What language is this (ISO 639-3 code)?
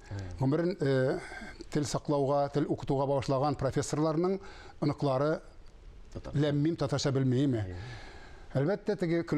tat